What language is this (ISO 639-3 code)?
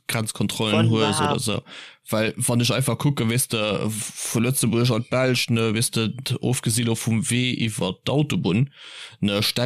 ltz